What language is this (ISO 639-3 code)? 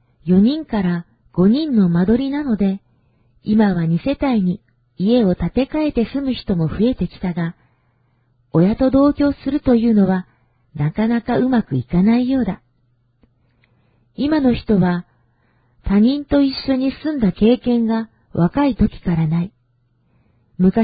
jpn